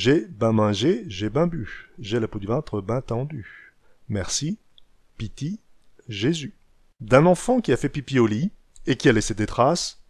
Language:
Picard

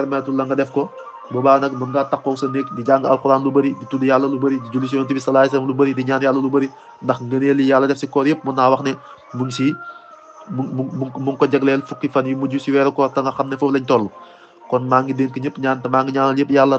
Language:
Wolof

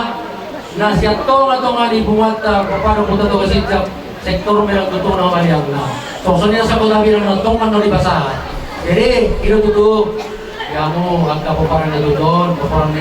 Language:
Batak Toba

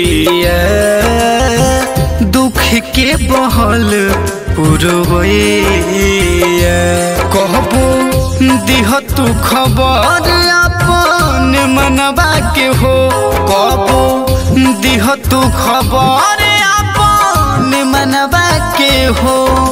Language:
Bhojpuri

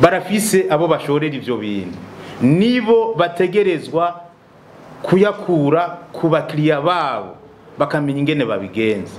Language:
Rundi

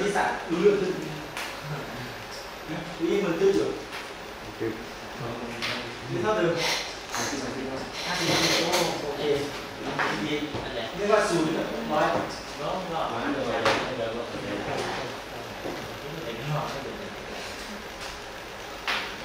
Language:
Thai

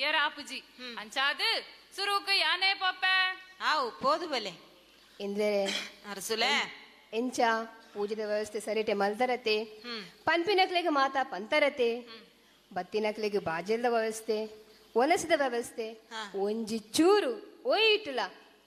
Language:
Tulu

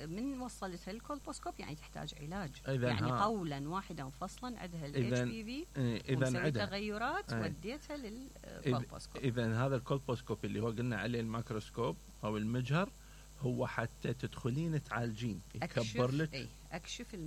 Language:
Mesopotamian Arabic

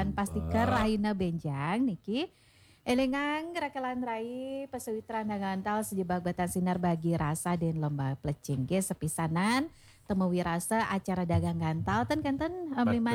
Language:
Balinese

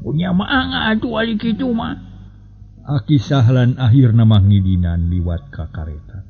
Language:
Sundanese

